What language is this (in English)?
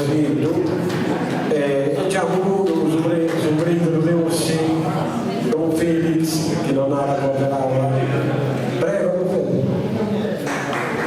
Sardinian